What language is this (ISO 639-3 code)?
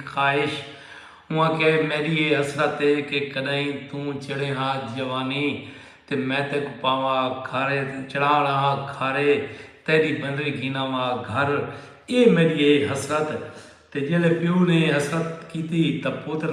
skr